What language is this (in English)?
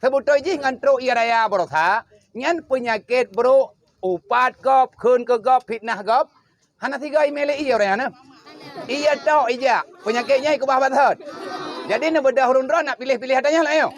Achinese